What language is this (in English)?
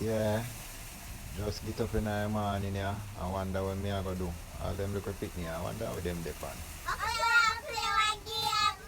Jamaican Creole English